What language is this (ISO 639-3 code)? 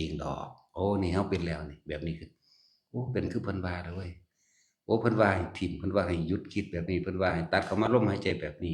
tts